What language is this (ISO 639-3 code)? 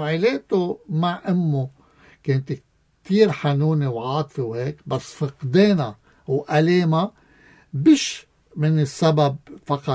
apc